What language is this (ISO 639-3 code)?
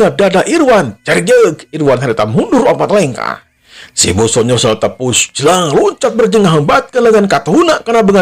sun